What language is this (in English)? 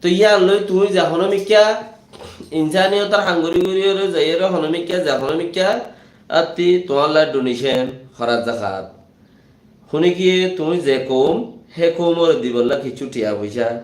Rohingya